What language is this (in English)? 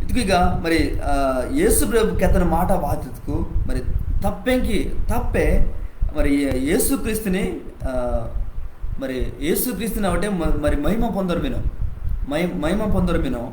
Koya